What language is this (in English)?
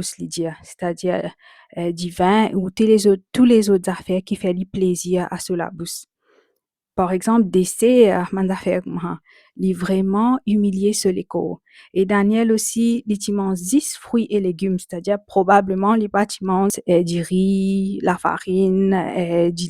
Morisyen